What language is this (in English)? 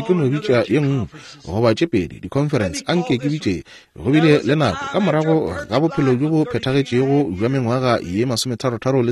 Northern Sotho